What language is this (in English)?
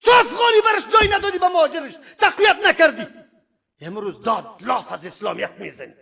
Persian